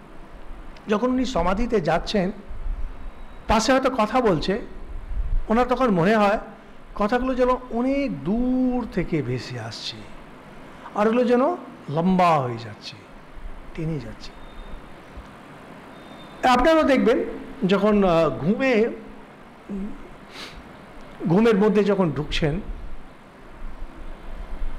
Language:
Bangla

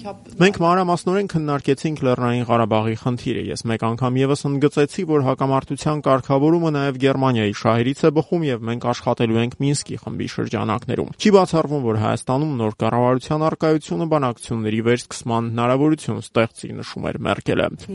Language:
Armenian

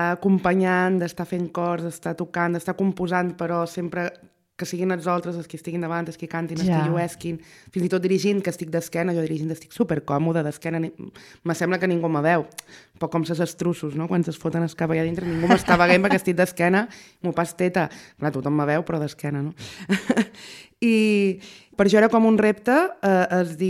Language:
Catalan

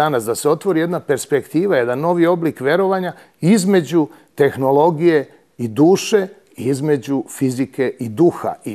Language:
Serbian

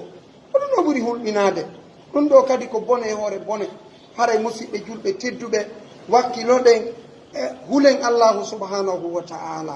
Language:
Pular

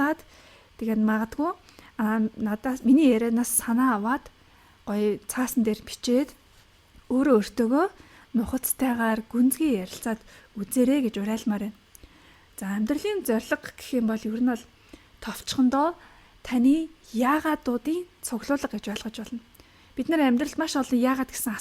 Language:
Mongolian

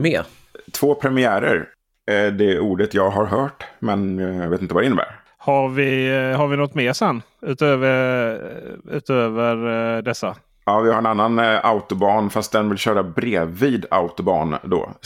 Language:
Swedish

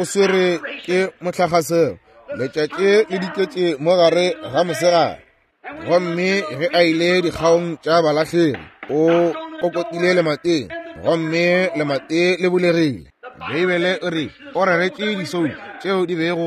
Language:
Northern Sotho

